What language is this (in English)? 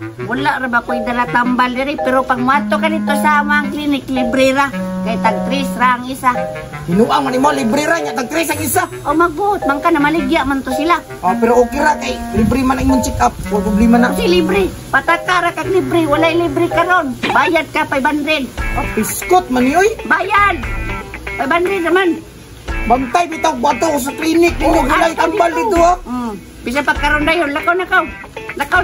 Cebuano